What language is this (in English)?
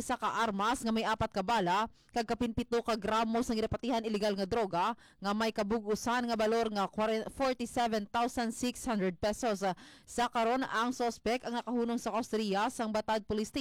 Hiligaynon